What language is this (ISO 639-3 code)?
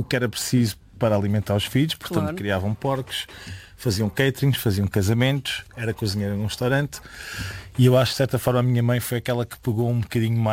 por